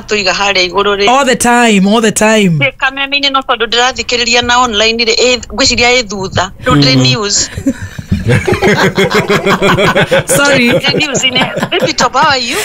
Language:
Kikuyu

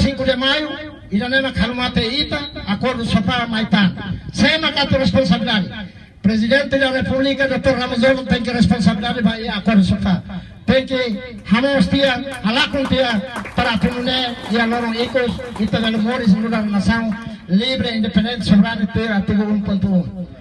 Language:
Tetum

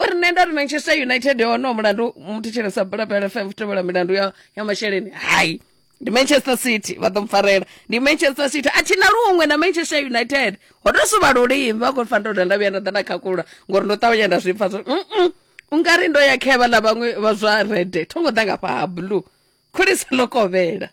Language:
Venda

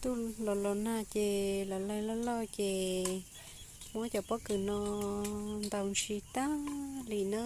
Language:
Hmong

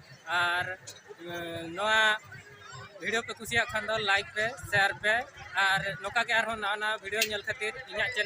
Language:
Santali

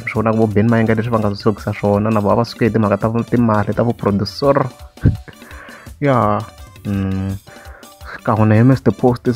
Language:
Tsonga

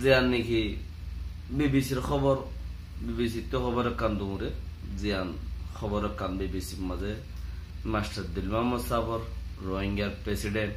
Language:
Rohingya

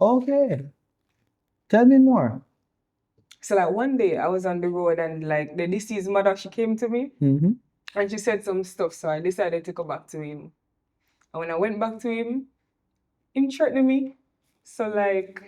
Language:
Jamaican Creole English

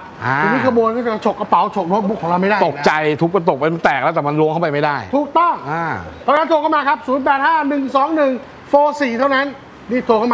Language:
Thai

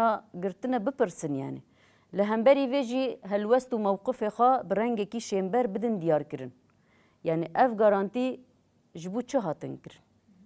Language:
Kurdish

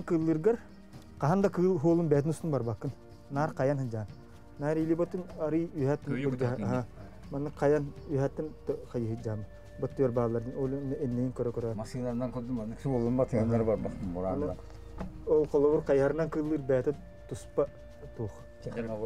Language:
Yakut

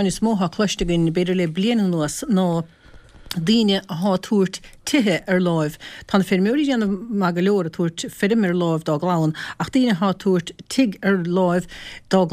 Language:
Irish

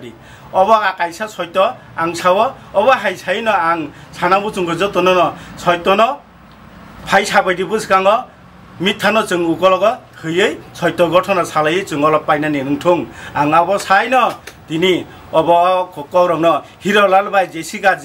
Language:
Kok Borok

